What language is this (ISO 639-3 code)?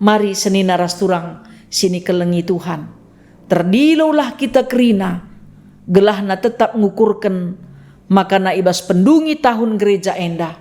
btx